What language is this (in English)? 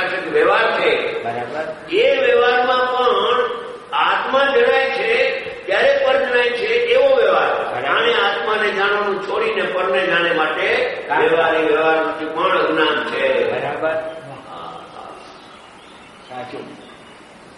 Gujarati